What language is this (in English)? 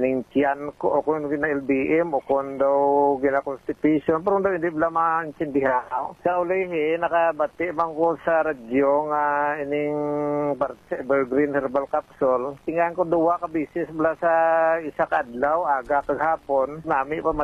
Hiligaynon